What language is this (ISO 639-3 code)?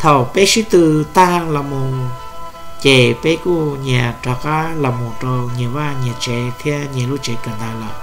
hmn